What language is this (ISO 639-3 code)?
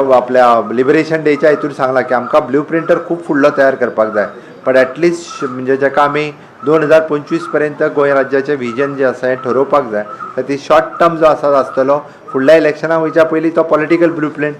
kok